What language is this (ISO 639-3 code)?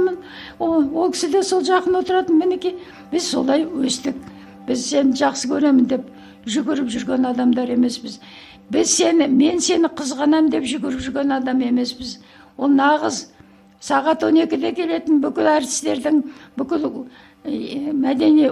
kaz